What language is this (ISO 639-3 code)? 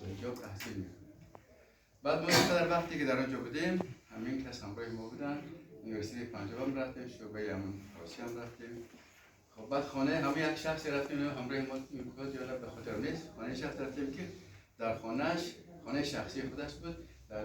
tgk